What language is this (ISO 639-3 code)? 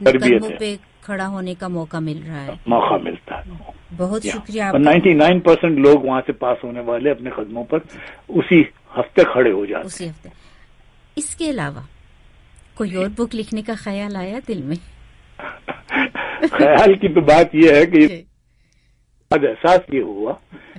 urd